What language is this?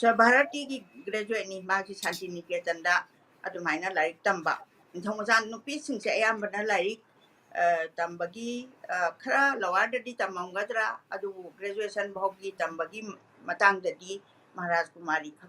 Manipuri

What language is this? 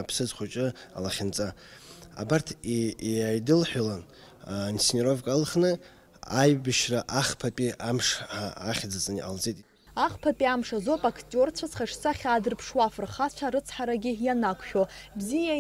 Abkhazian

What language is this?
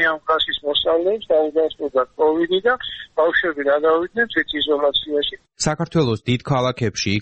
Georgian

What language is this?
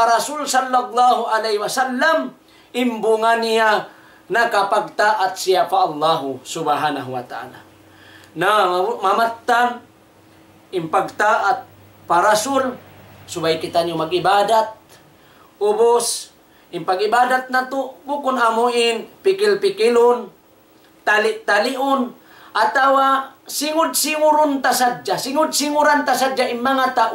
Tausug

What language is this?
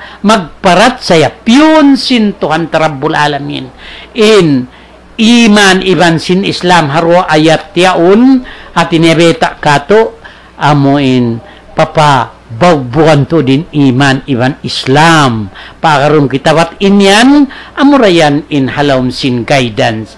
Tausug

